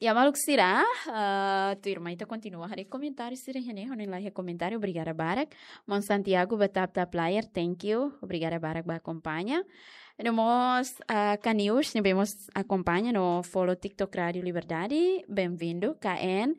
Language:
Tetum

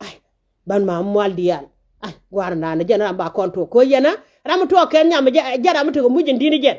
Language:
Nuer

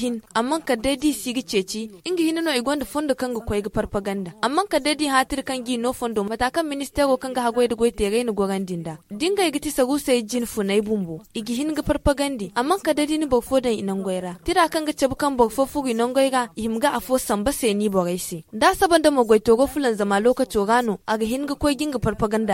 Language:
Zarma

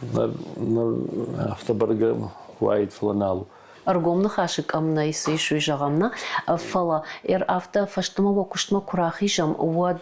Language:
Ossetic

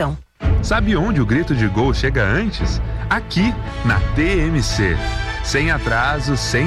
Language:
Portuguese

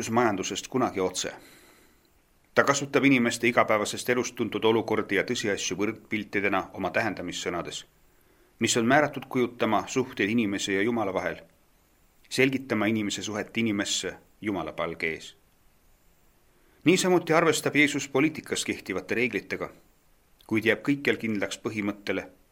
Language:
Estonian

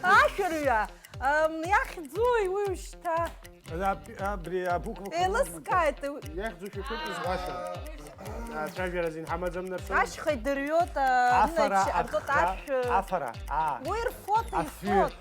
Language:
Abkhazian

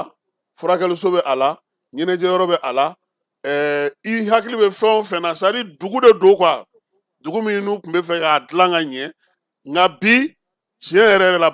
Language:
Bambara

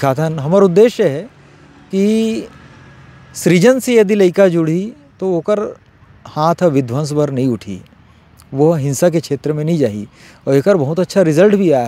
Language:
Chhattisgarhi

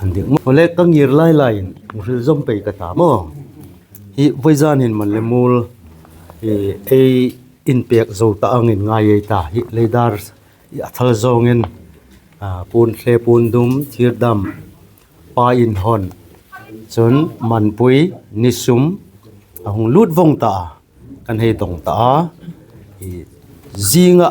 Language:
Hmar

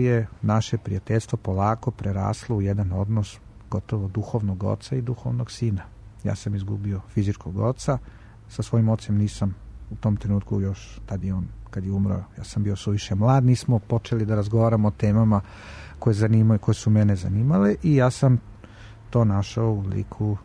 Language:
Serbian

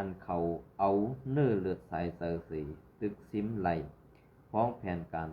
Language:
Shan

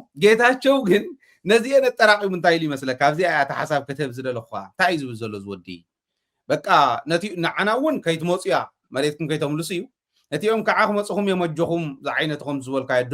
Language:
Tigrinya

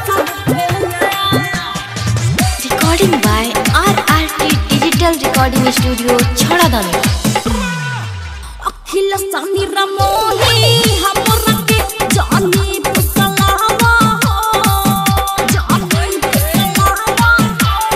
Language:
Bhojpuri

